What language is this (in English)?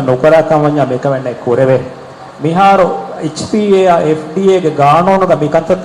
Divehi